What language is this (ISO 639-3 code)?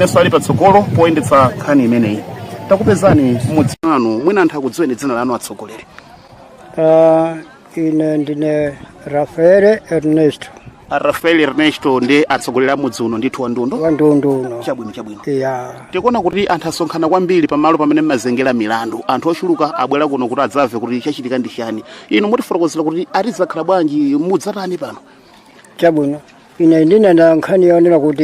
nya